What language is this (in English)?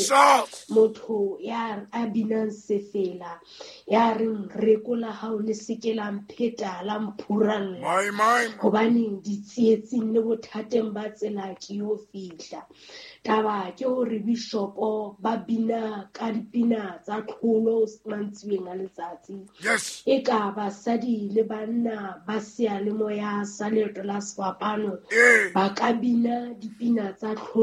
Southern Sotho